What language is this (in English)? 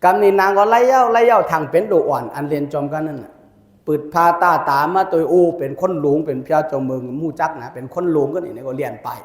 Shan